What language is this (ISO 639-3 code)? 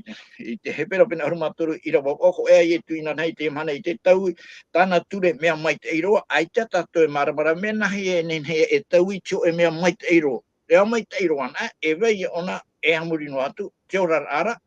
tah